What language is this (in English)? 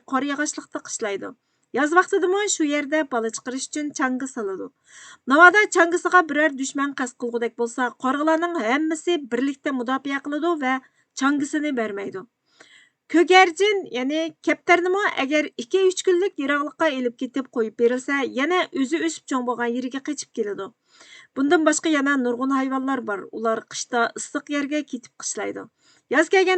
Uyghur